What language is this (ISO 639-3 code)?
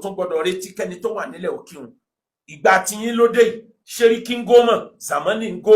yor